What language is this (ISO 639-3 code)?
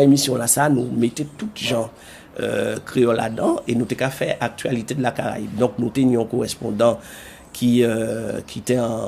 gcf